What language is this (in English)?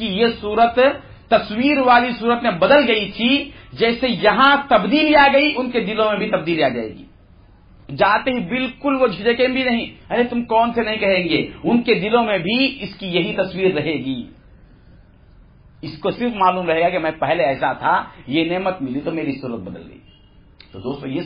Urdu